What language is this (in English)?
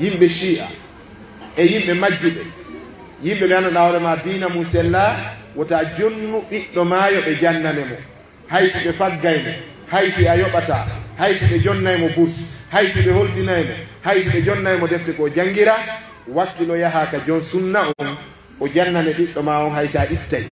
Pular